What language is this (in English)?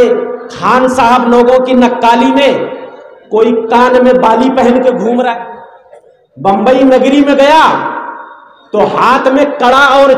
Urdu